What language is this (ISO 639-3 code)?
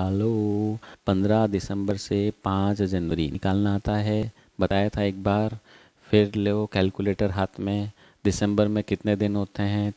hin